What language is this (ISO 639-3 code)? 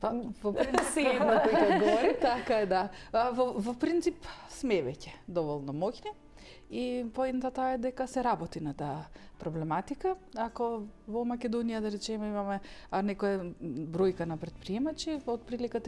mkd